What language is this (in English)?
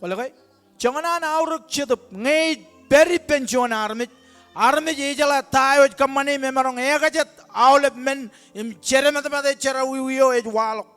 Marshallese